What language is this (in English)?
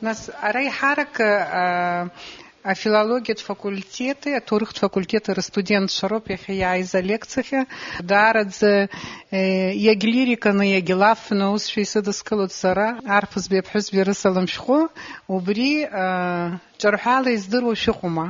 Abkhazian